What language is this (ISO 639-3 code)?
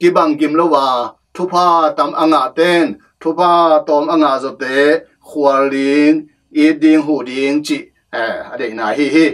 ctd